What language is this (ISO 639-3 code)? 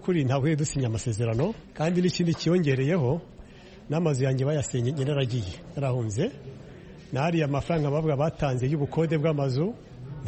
kin